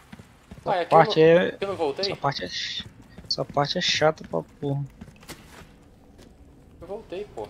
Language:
Portuguese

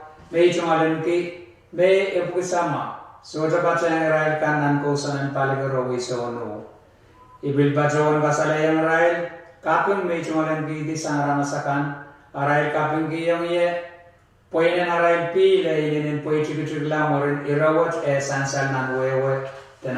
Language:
Pohnpeian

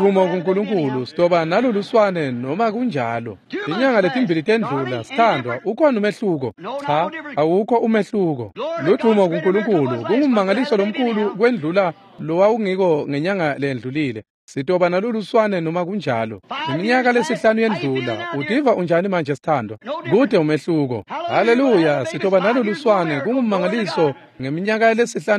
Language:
Swati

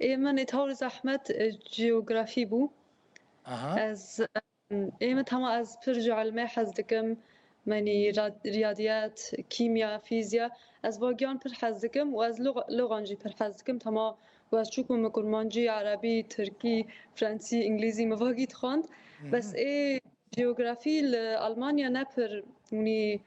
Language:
Kurdish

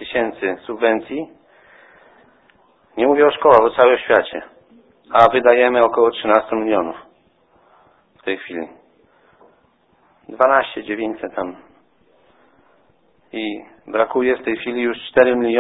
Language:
Polish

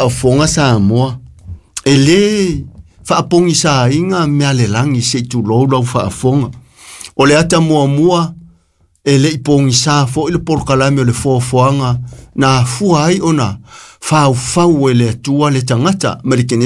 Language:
Samoan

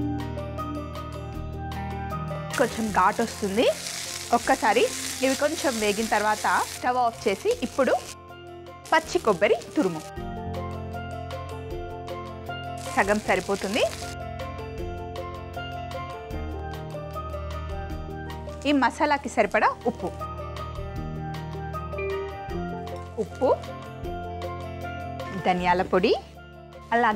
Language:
Telugu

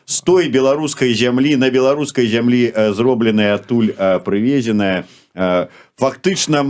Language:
Belarusian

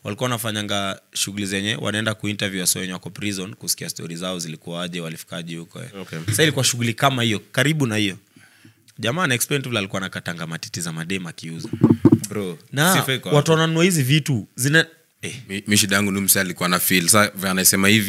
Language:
Swahili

